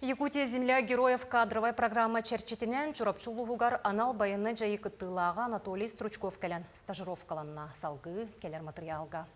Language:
Yakut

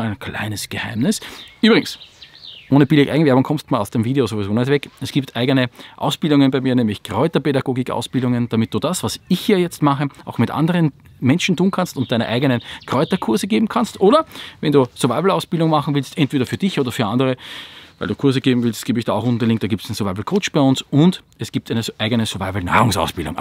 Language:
German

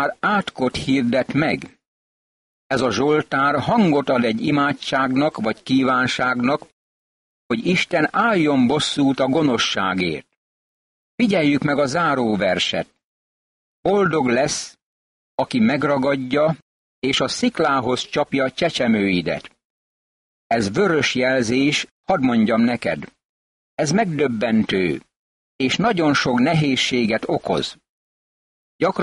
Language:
Hungarian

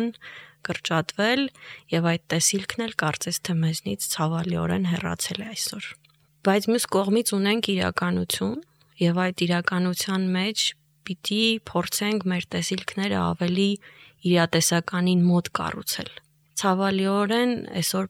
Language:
Armenian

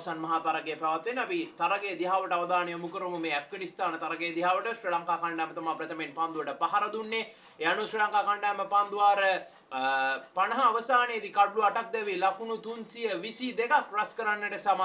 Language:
Sinhala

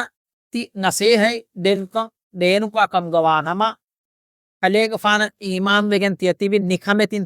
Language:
Divehi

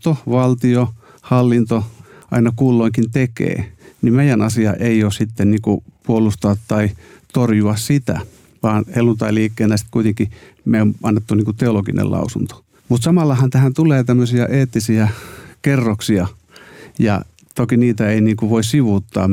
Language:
Finnish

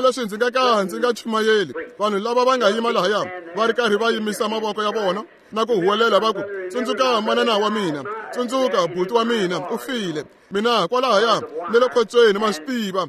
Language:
Tsonga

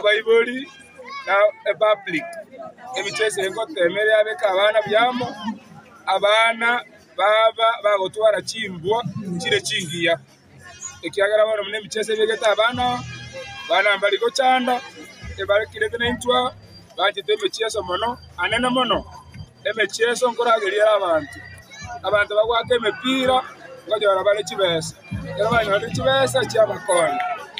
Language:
Gusii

